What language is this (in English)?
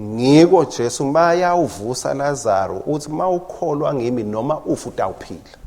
Swati